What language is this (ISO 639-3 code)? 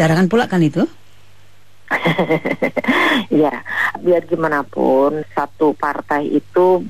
ind